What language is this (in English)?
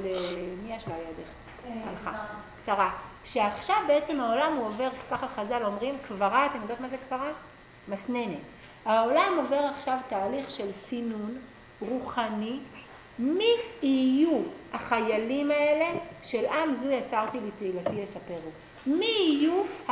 Hebrew